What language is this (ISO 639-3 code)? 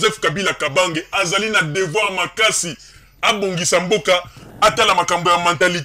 lin